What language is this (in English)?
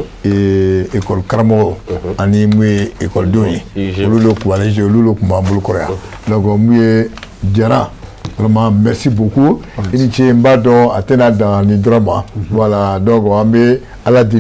Bambara